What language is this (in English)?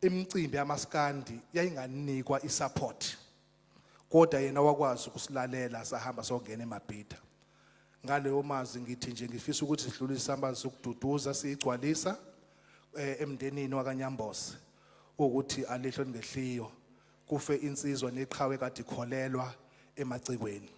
Zulu